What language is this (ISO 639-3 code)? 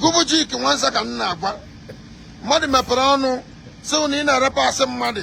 ibo